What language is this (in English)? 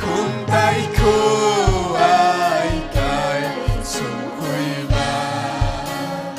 Ayacucho Quechua